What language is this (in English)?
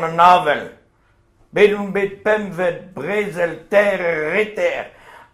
Breton